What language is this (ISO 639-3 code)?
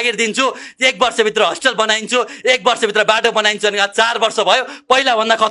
nep